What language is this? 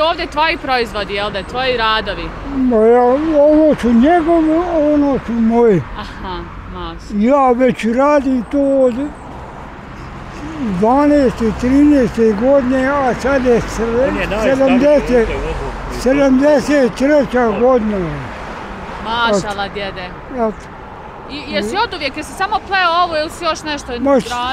Bosnian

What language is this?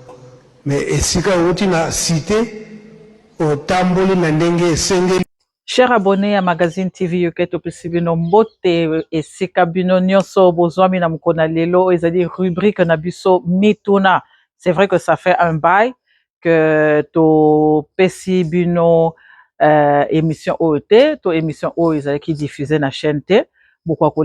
Lingala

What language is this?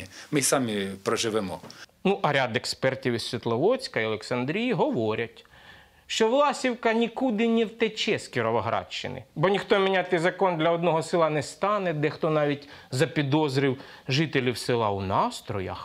Ukrainian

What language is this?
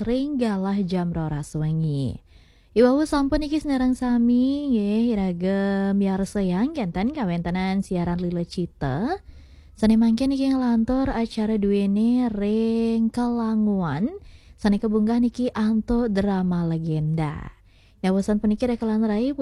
Balinese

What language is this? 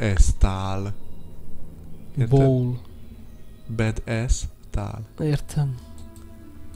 Hungarian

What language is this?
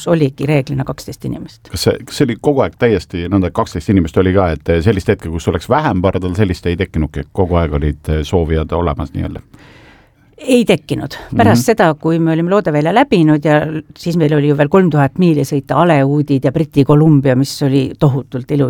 Estonian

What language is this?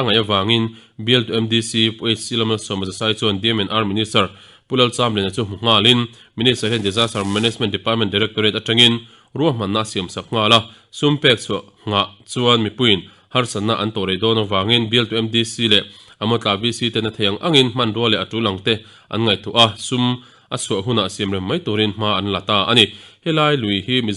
Mizo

